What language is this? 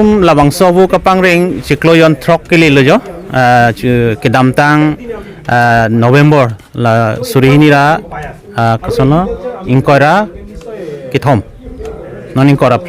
Karbi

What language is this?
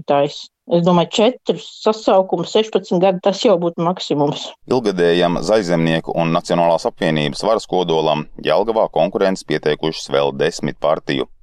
Latvian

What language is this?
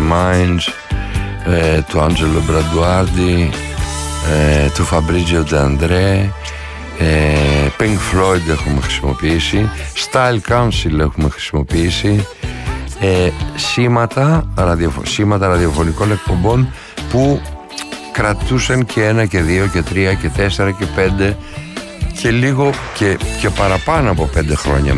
Greek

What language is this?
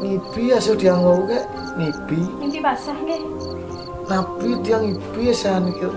Balinese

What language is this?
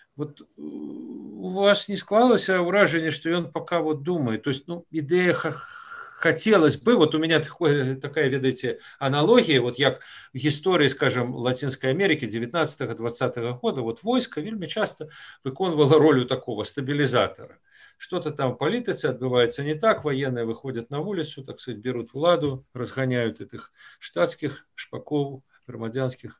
Belarusian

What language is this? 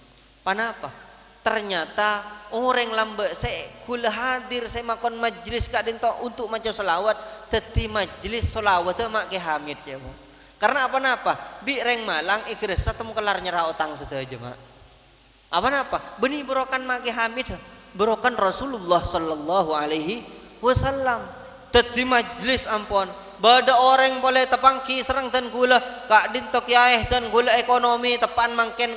Madurese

